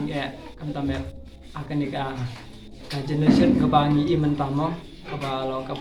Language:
Khasi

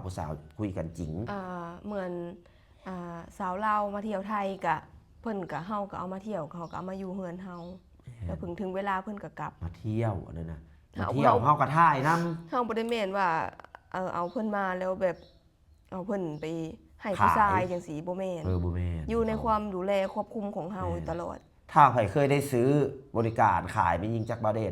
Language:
Lao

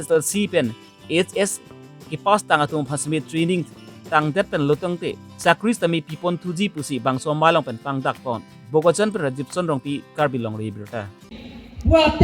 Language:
Karbi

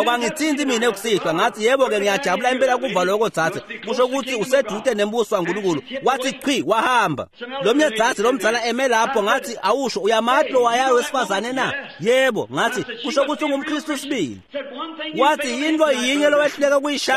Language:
Swati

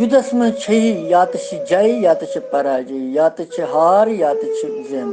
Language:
Kashmiri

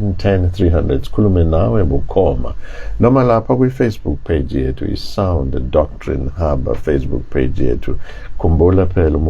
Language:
Zulu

